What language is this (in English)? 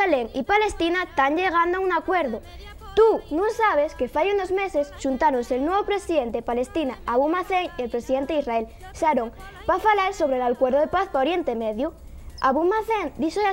Asturian